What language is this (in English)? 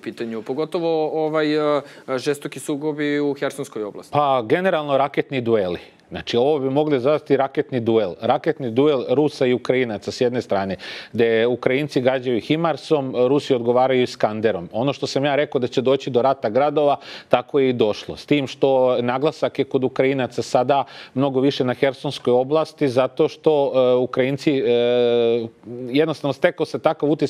Serbian